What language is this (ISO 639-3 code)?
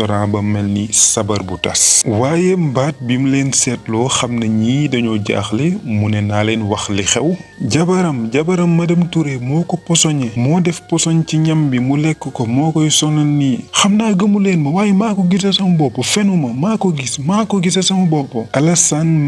wol